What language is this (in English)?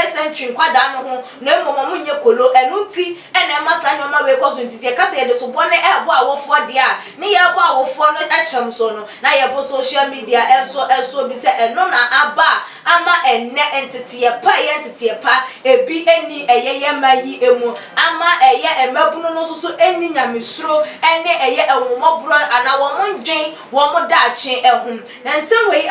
Akan